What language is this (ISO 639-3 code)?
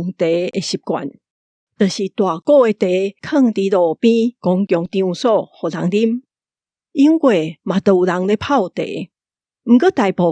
nan